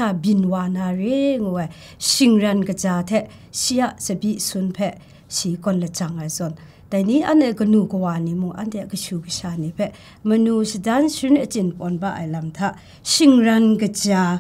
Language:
Kachin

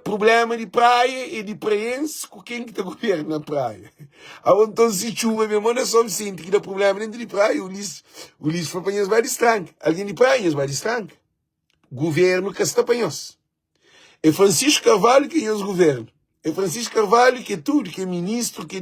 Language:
Kabuverdianu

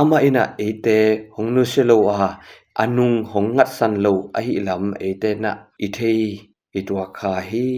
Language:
Tedim Chin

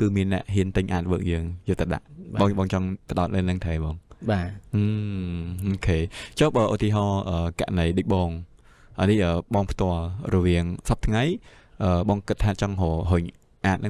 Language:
Khmer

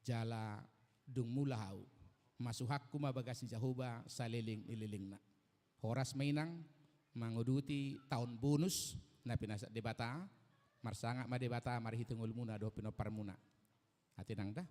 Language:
Batak Toba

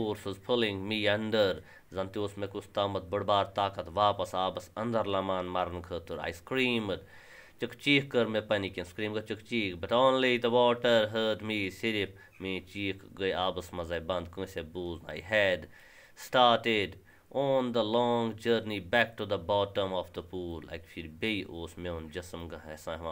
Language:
Kashmiri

